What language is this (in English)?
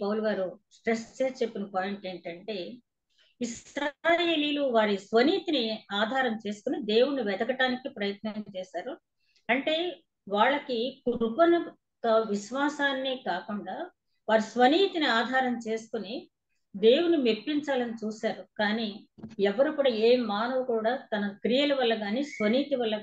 Telugu